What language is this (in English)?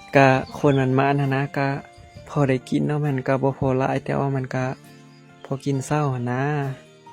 Lao